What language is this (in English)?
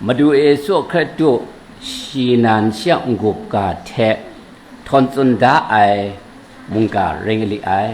Kachin